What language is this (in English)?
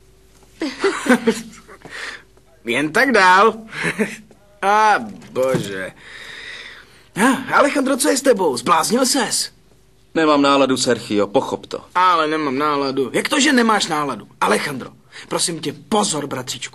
Czech